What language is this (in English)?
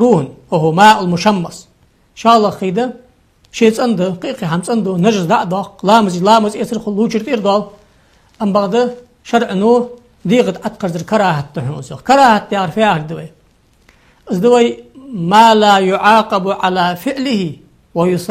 Ingush